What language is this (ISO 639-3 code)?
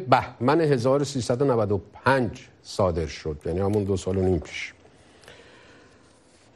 fas